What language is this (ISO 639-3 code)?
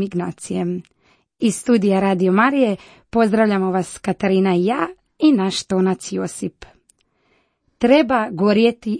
hrv